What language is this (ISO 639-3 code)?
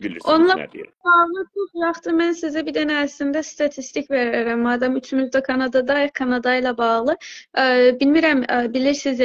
azb